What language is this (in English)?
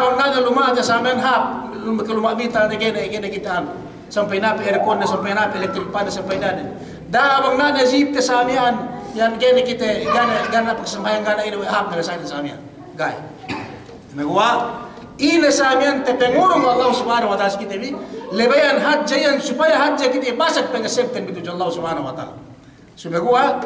Yakan